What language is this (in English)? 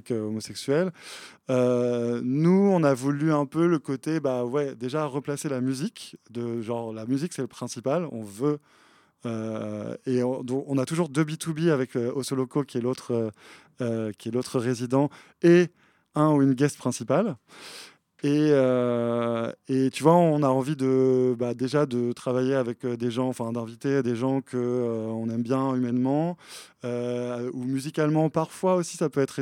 French